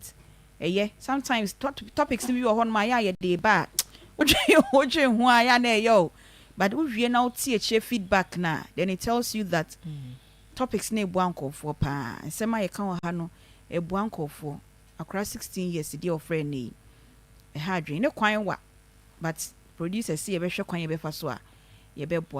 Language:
Akan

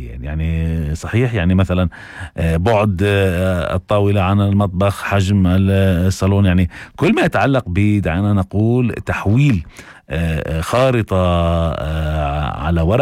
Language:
North Levantine Arabic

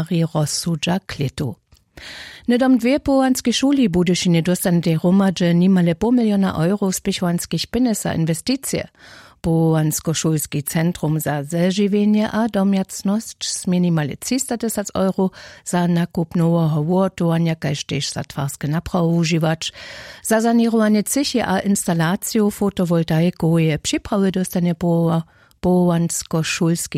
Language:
Upper Sorbian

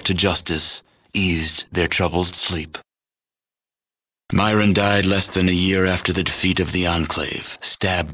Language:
English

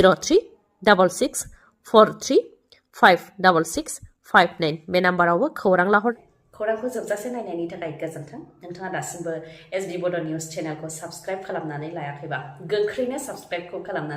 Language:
Bodo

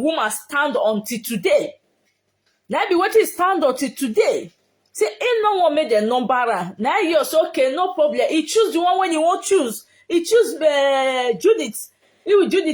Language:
Nigerian Pidgin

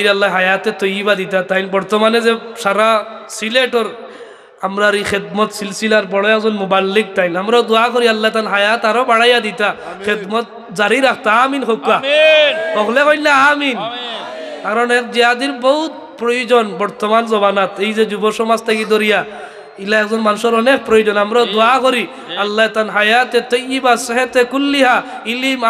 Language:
Sylheti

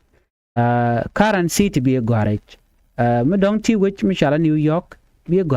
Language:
Nuer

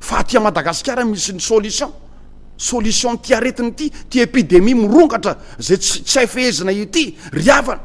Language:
Malagasy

